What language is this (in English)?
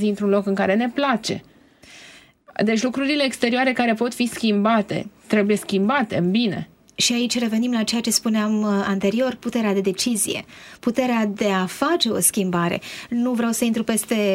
Romanian